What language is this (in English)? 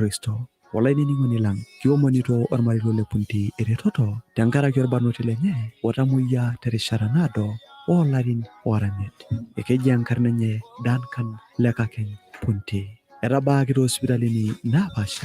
Masai